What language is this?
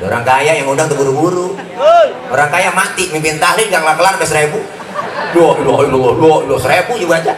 Betawi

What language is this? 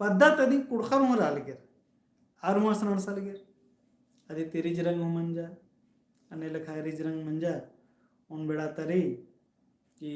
Kurukh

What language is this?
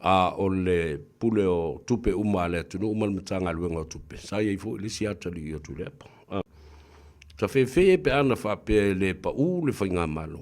Samoan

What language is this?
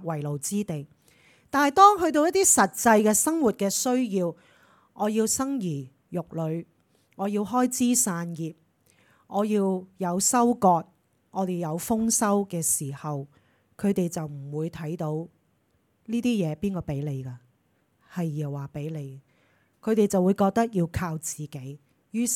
Cantonese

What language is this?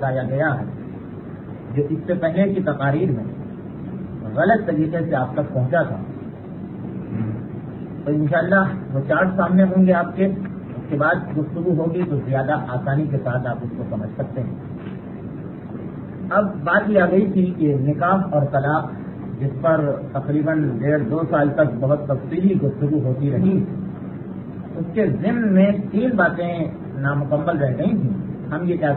Urdu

